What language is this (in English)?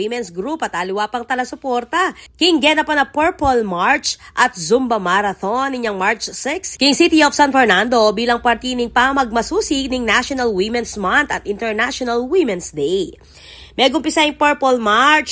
Pampanga